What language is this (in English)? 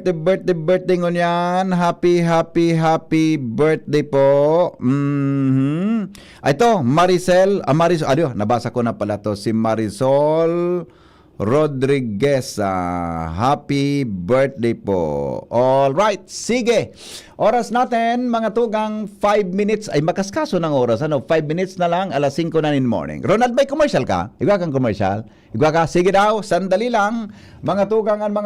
Bikol